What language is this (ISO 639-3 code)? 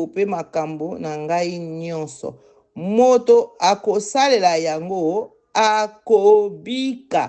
lin